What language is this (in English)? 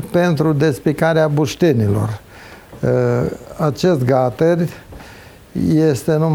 Romanian